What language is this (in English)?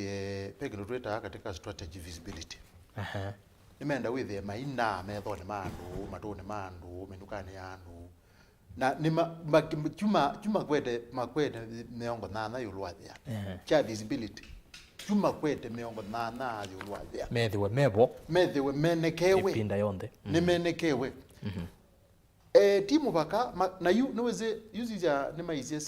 Kamba